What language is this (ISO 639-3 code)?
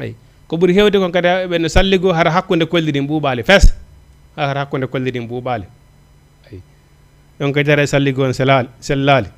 ful